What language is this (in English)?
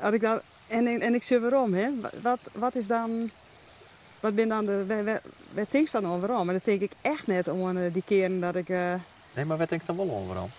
Western Frisian